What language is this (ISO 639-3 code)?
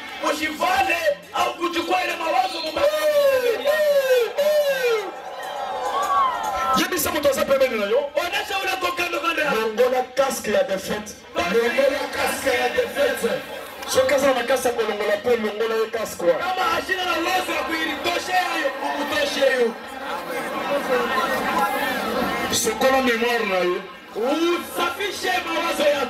swa